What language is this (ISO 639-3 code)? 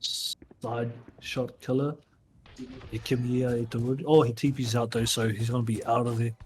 mri